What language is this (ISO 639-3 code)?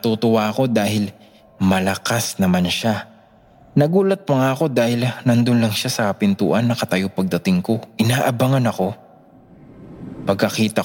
fil